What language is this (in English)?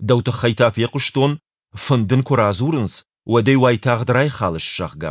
Ossetic